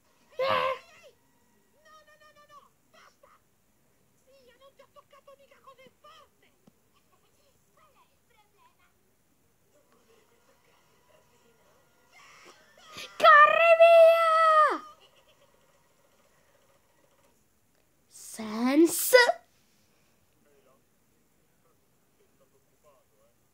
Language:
Italian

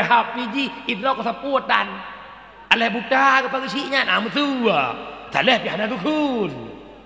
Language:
Achinese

